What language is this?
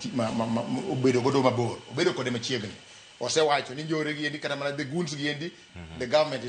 Luo (Kenya and Tanzania)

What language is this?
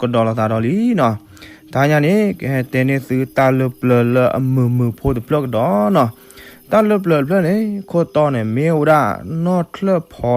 S'gaw Karen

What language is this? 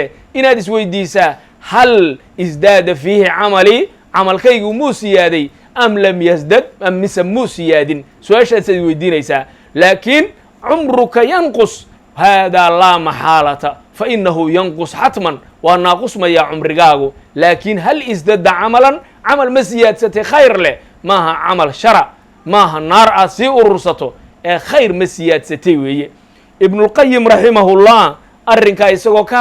Somali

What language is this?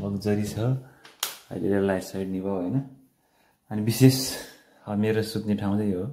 Nepali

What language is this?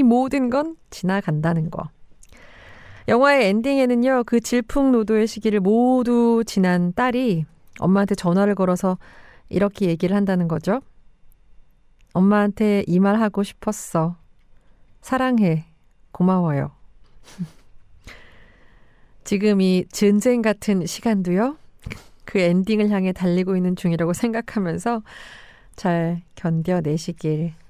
Korean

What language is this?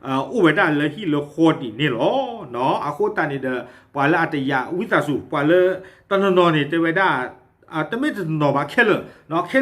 S'gaw Karen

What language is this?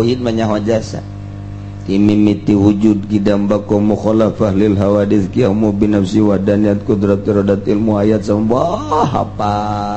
Sundanese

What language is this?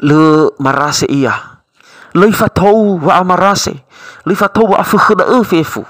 Nias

